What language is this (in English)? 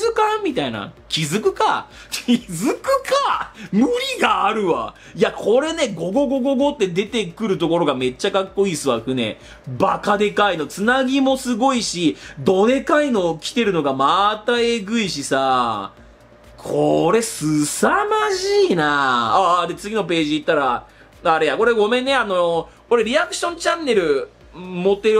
Japanese